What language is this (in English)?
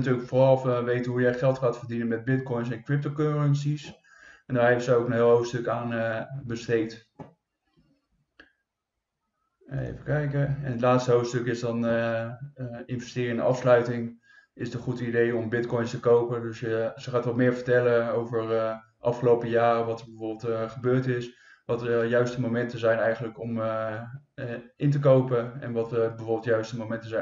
Dutch